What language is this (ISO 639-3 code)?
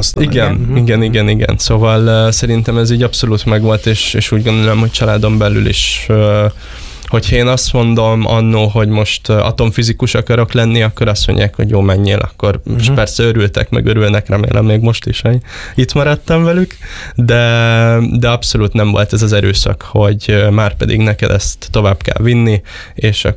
hun